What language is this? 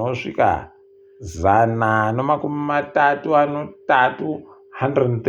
Ndau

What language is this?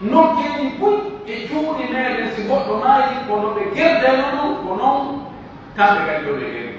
Pular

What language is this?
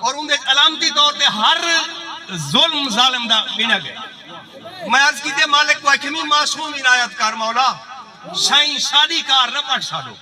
Saraiki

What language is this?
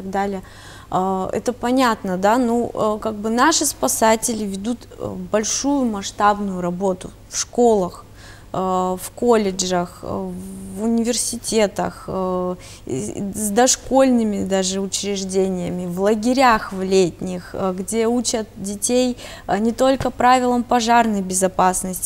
Russian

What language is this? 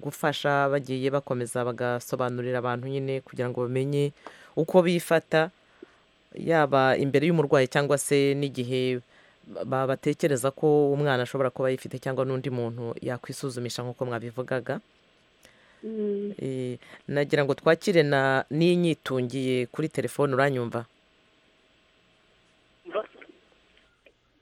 Kinyarwanda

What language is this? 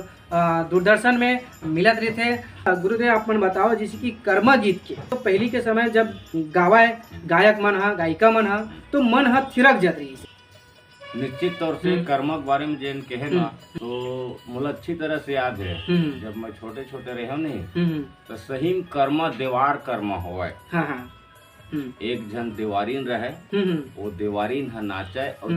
Chhattisgarhi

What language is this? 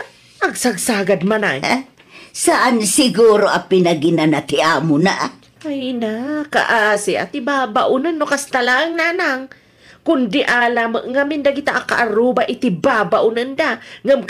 Iloko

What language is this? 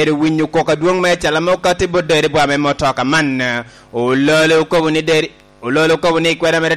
Lango (Uganda)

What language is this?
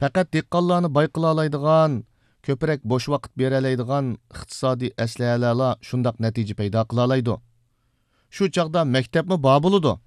Uyghur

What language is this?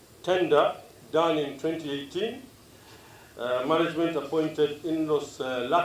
Kamba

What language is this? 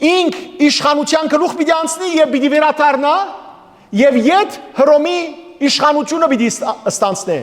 Western Armenian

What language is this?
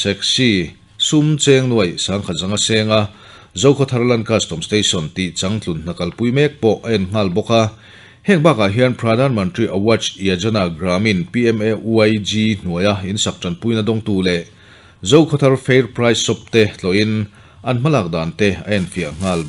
Mizo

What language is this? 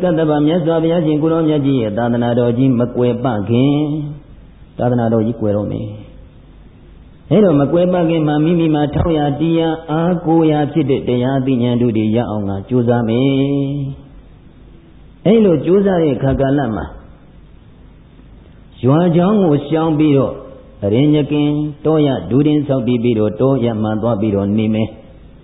Burmese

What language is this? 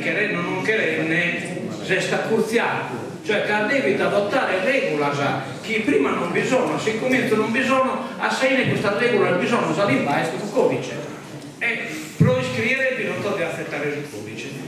Sardinian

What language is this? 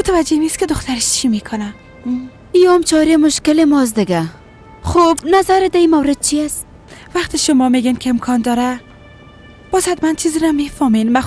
Persian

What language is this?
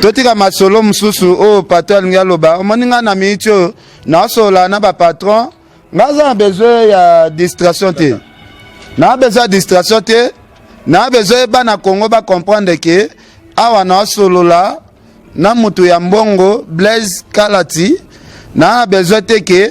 Lingala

